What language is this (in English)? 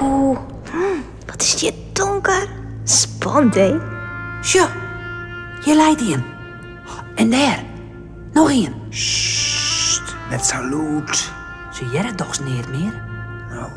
Western Frisian